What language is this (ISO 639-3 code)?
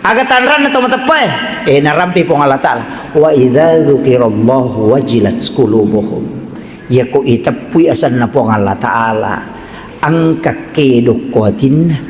bug